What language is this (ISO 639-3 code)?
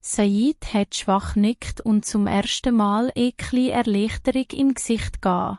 gsw